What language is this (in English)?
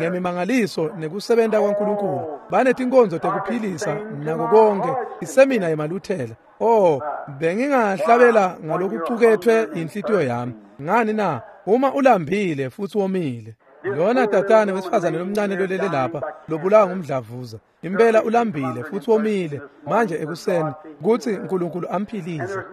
Swati